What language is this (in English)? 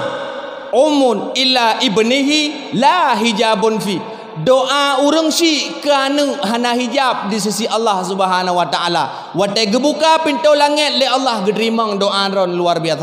Achinese